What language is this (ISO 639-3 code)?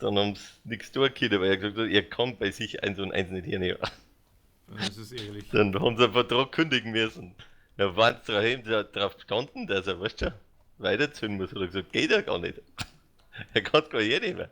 bar